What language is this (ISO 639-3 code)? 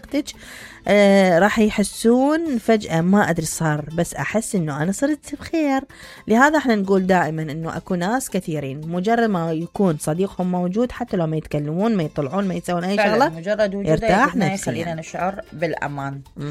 acm